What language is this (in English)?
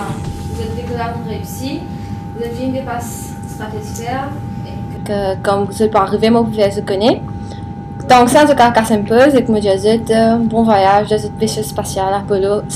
Morisyen